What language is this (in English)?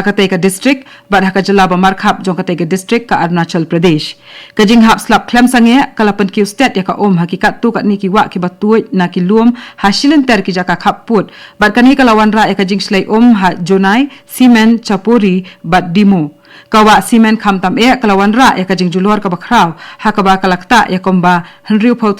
Khasi